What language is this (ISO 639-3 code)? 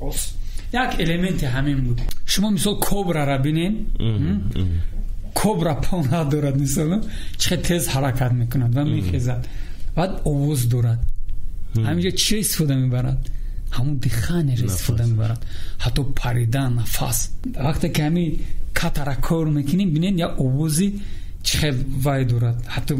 tgk